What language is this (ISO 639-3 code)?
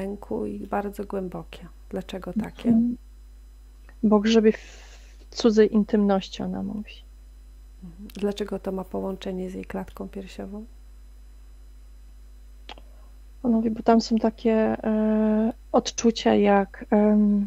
pol